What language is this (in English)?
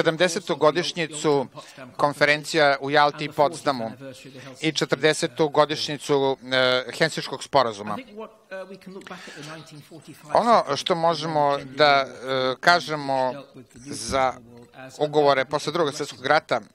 Serbian